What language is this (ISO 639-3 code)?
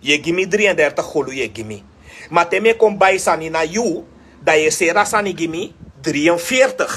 srn